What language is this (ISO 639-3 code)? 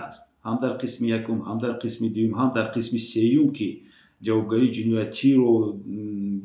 tgk